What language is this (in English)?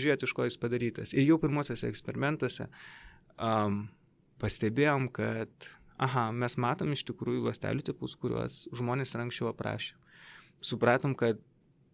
Lithuanian